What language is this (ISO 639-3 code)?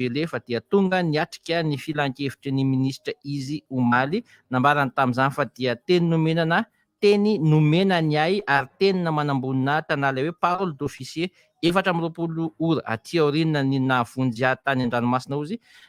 mlg